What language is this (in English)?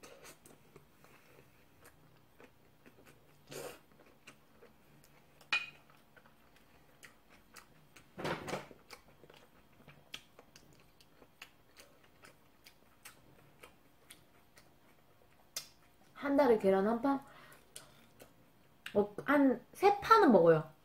Korean